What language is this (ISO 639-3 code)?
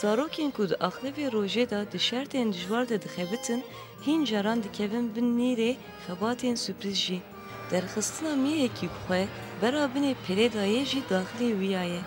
kur